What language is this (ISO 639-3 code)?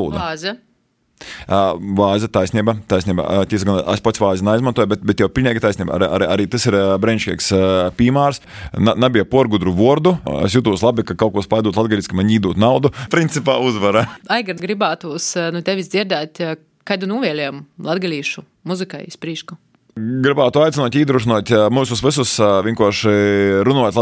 lav